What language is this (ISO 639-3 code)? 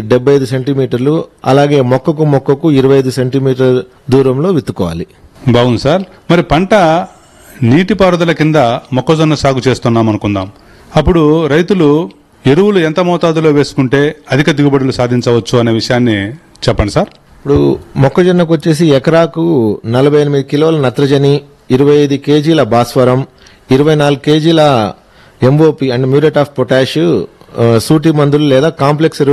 tel